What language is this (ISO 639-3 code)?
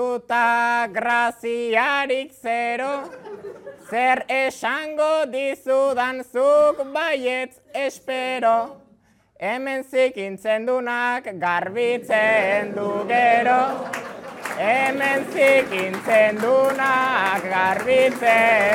eus